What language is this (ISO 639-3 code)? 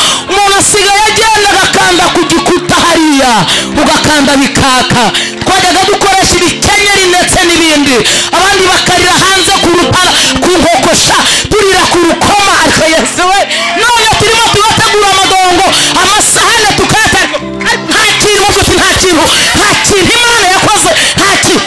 kin